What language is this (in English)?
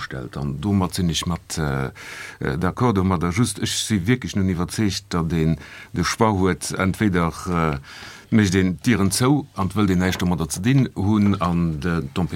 Luxembourgish